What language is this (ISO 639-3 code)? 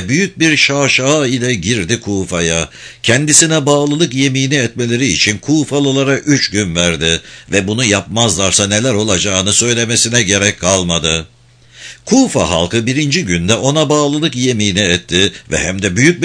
tur